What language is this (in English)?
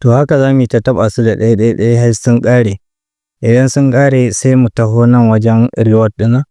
Hausa